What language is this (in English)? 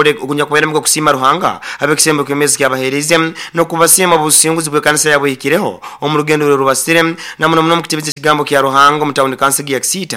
Nyoro